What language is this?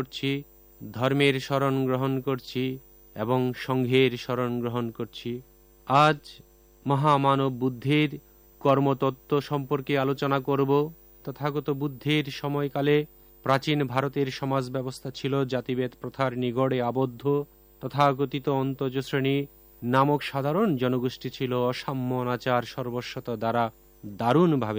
Bangla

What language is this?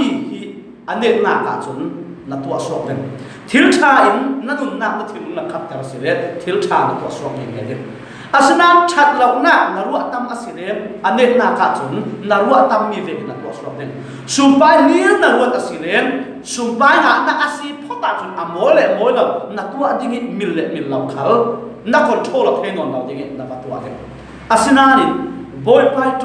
Falam Chin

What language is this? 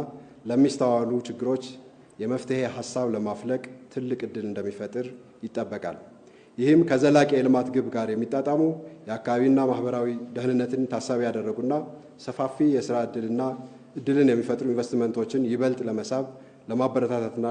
Amharic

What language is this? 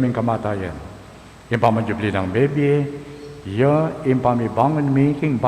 Pampanga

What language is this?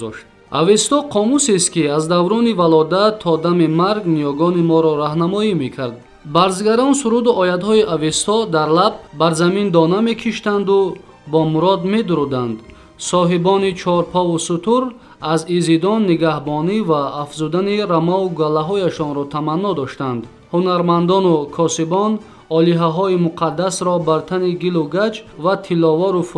Tajik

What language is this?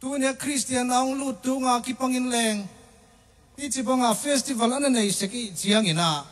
Tedim Chin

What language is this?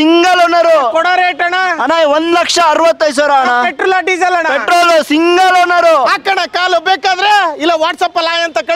Kannada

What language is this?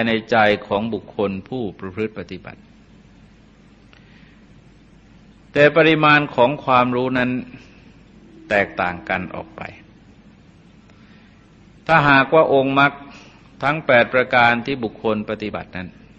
Thai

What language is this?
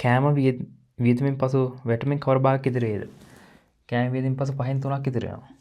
Sinhala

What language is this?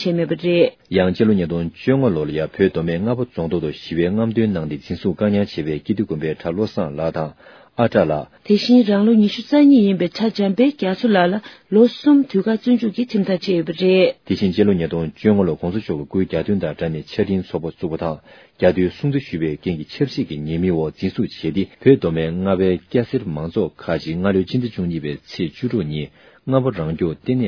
Tibetan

